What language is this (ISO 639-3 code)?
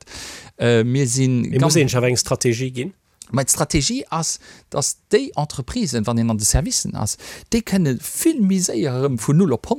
ltz